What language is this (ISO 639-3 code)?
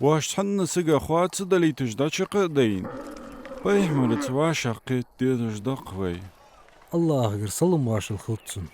inh